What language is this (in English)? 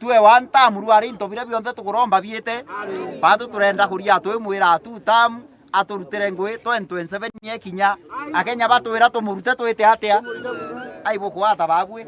Meru